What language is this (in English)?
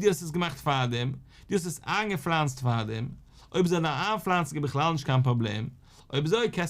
Yiddish